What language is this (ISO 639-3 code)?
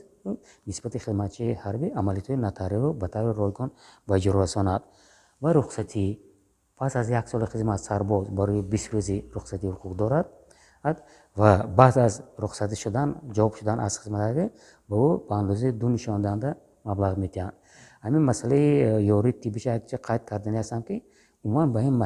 tgk